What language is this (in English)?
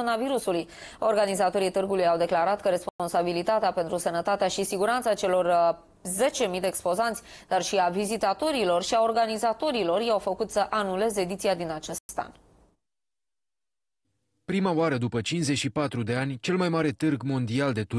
Romanian